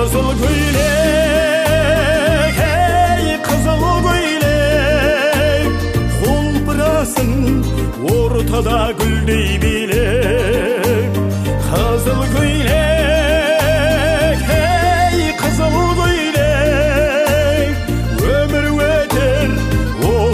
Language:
Kara-Kalpak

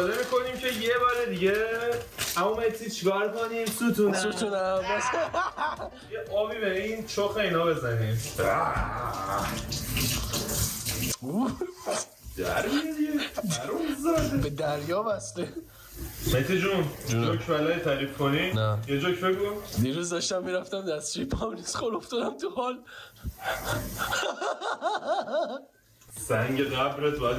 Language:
Persian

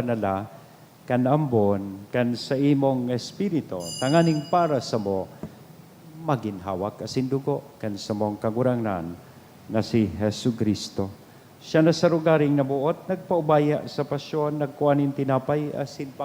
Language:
Bikol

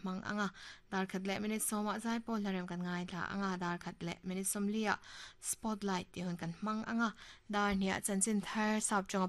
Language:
Mizo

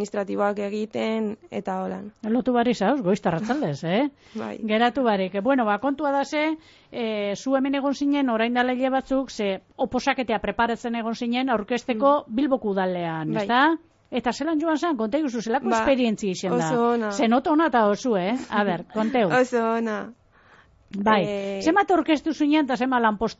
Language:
Basque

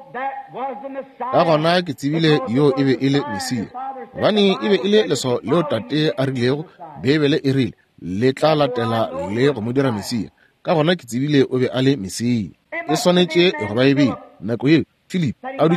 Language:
Northern Sotho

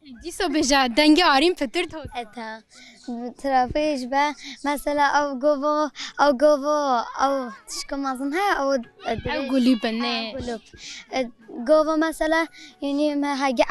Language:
Kurdish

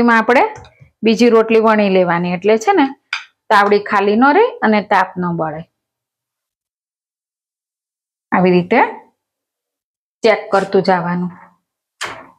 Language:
Gujarati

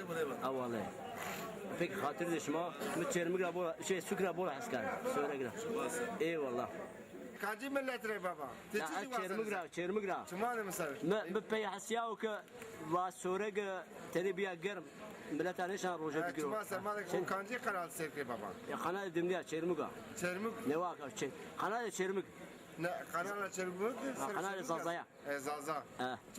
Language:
Zaza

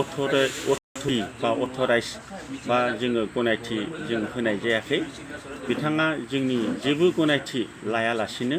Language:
Bodo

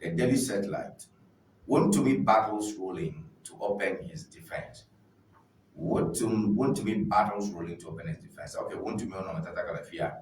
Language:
Ewe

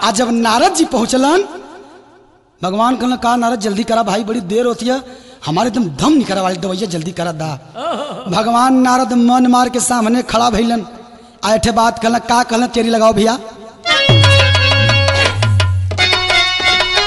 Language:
Bhojpuri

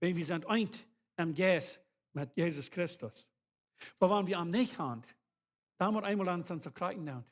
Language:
Plautdietsch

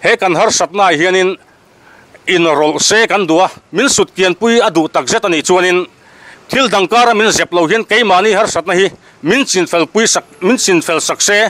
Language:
Mizo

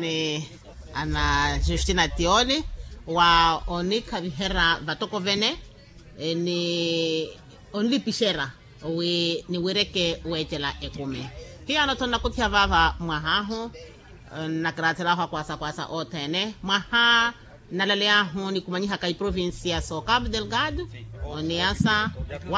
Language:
Makhuwa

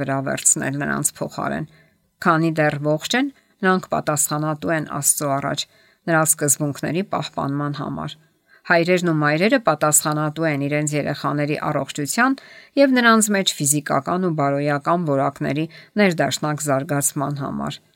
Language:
Armenian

